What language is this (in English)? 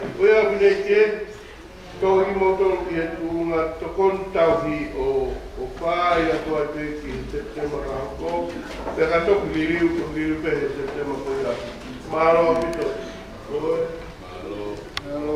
Tongan